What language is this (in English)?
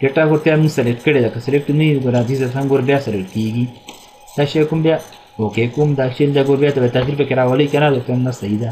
Pashto